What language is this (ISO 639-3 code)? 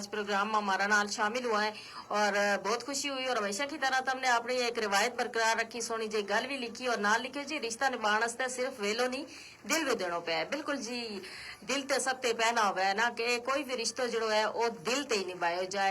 gju